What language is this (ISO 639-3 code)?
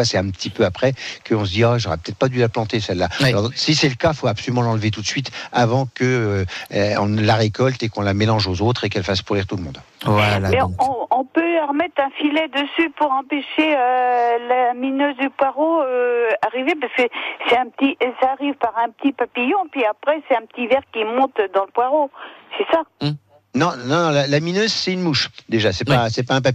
fra